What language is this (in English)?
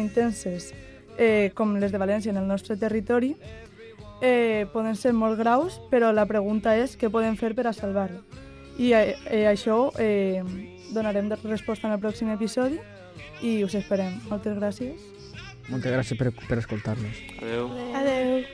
Catalan